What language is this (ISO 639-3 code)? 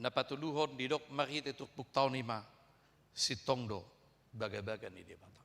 bbc